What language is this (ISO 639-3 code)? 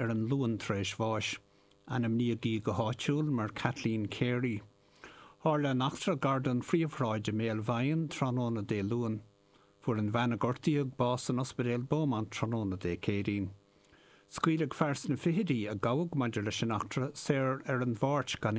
gle